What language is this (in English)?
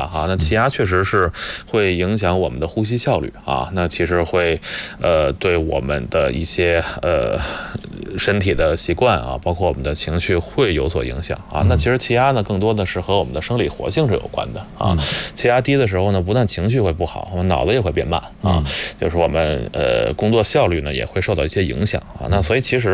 Chinese